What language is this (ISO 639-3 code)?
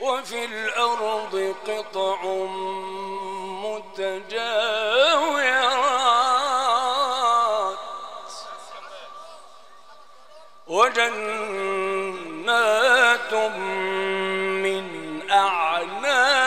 ara